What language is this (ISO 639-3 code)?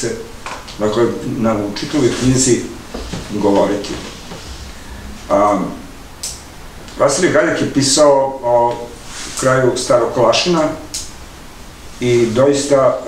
srp